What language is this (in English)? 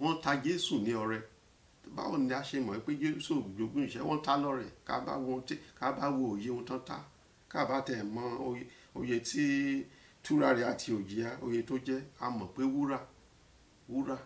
Yoruba